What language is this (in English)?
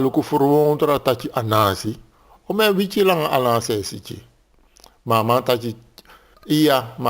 Sranan Tongo